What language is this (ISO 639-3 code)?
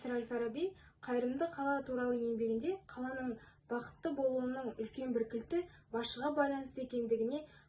kaz